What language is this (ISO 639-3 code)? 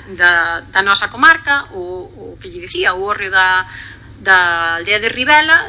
glg